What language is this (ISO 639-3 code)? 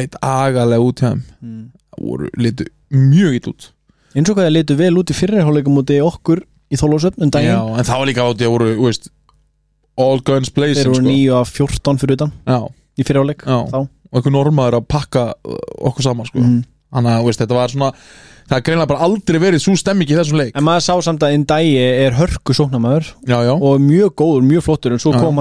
isl